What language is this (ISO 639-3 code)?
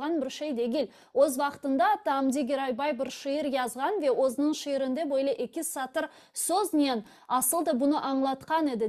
crh